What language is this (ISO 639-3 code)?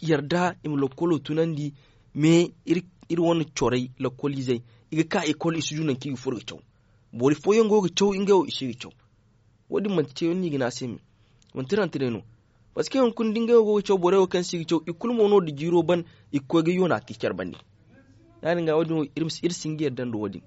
dje